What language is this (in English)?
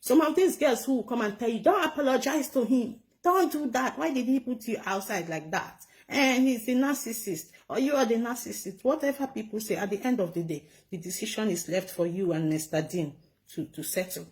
Nigerian Pidgin